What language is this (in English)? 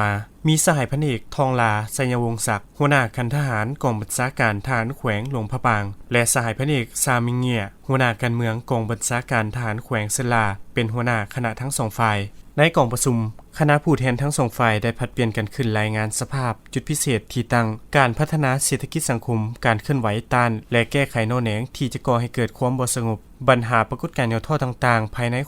Lao